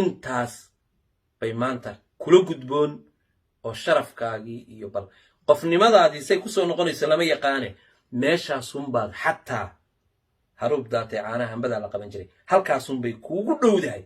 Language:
Somali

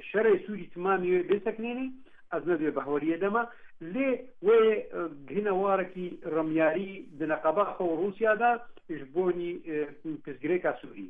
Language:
Kurdish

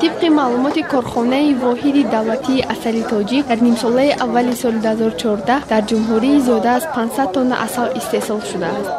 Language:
Tajik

